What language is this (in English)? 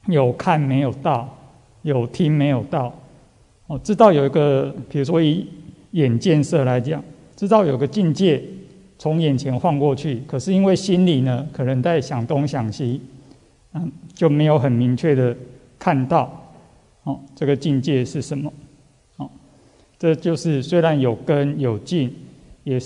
Chinese